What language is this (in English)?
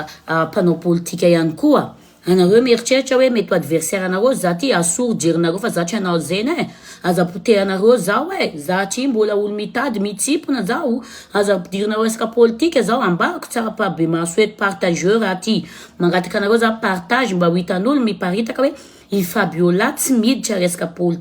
Malagasy